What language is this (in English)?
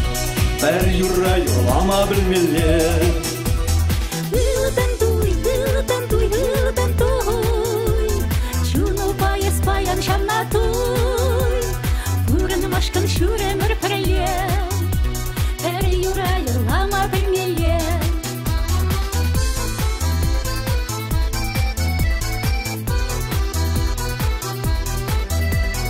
Chuvash